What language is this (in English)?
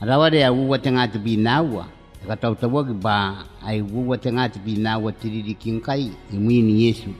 Gilbertese